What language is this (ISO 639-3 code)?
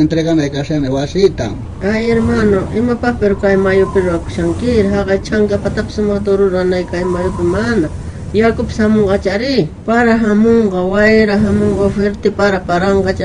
quh